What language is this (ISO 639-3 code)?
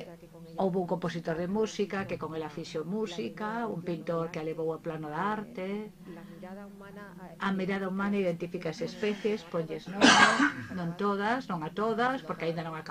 glg